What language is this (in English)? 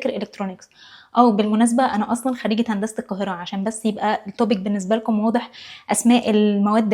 Egyptian Arabic